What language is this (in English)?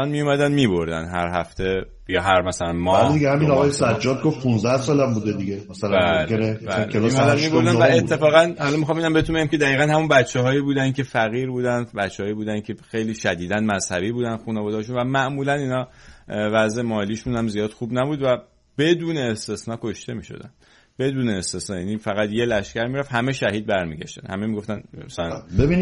Persian